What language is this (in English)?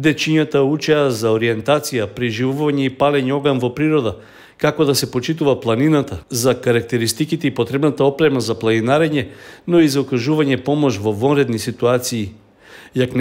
Macedonian